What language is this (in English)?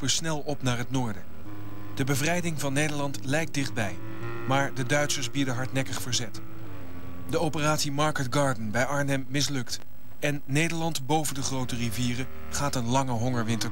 Dutch